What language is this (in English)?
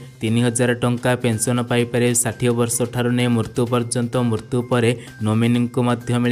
Odia